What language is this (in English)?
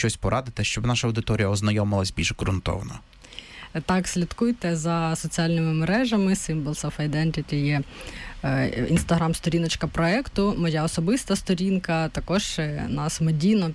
Ukrainian